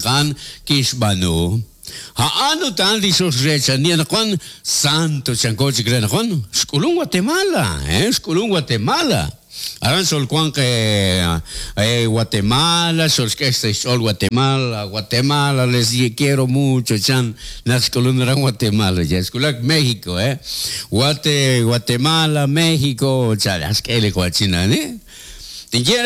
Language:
Kekchí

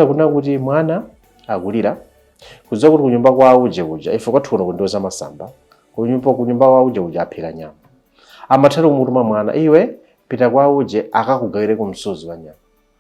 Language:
Nyanja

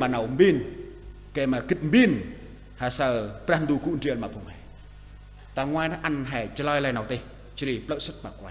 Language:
Central Mnong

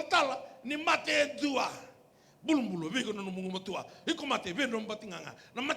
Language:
Fijian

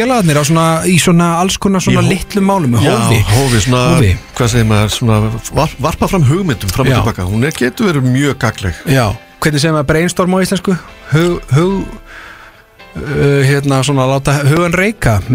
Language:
Icelandic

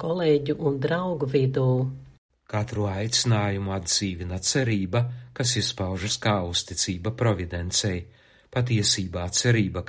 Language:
Latvian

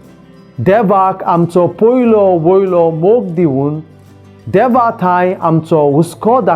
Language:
Konkani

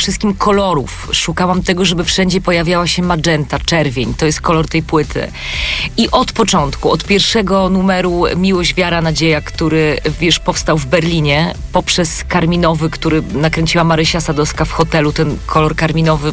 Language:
Polish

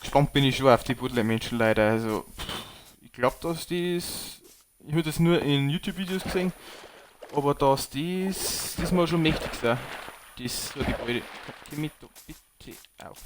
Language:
Bavarian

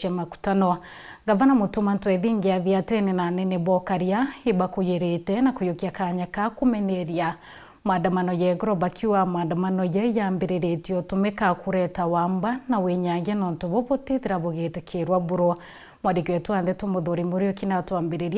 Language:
Meru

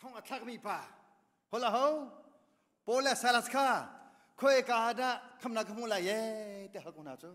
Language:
Hakha Chin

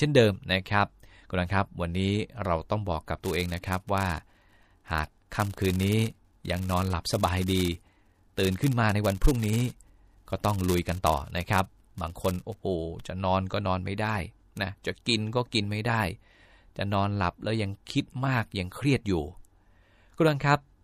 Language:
Thai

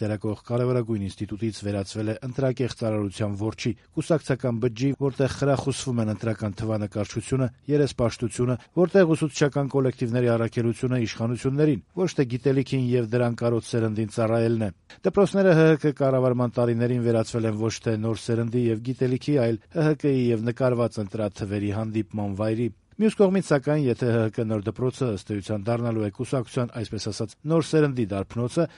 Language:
Armenian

